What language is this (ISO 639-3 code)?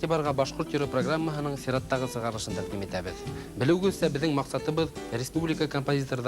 bak